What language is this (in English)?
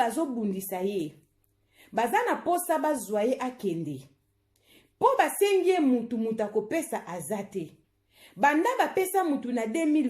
Lingala